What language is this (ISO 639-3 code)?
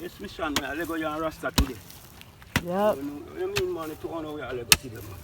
jam